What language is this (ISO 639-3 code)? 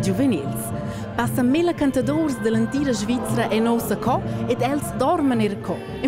roh